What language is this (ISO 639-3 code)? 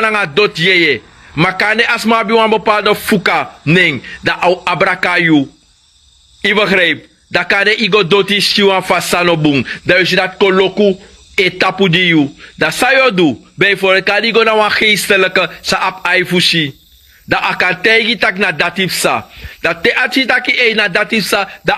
srn